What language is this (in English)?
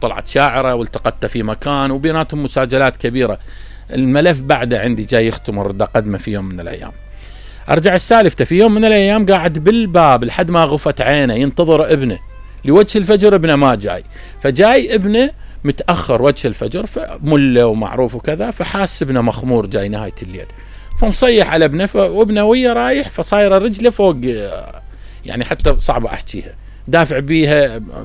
Mesopotamian Arabic